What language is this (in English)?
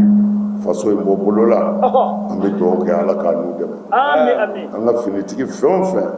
Bambara